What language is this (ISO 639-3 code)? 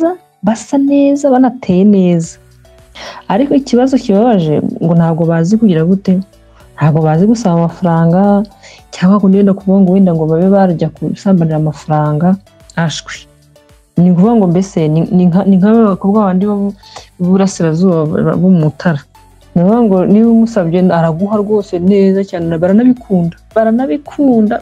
kin